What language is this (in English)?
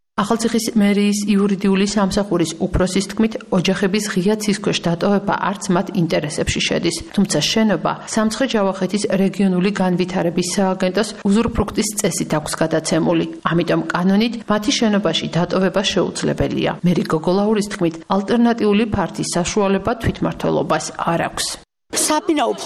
Georgian